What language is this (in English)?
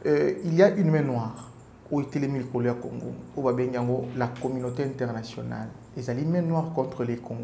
French